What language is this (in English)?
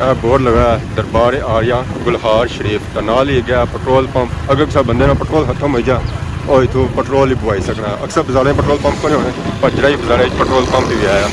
Pahari-Potwari